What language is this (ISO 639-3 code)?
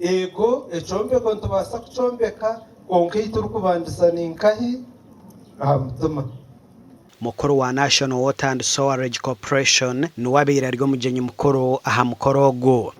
nyn